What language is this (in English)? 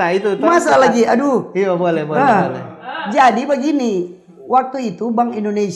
Manado Malay